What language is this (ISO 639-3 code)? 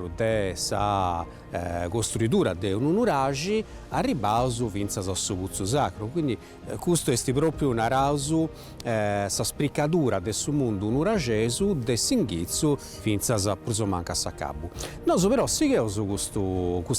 srd